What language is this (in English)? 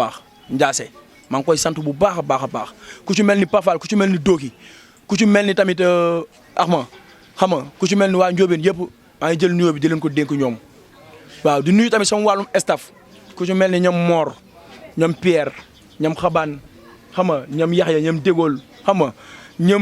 Wolof